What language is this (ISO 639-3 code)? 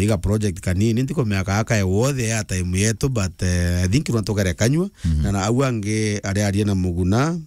mer